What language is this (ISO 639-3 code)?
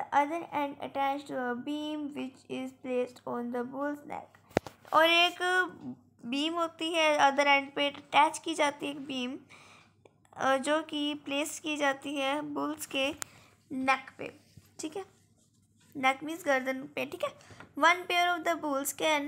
hin